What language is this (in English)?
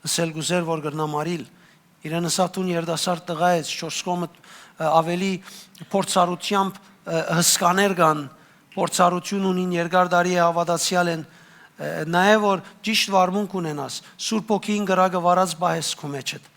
Western Armenian